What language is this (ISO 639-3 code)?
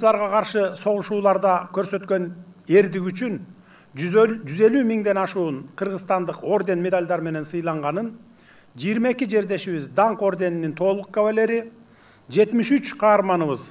kir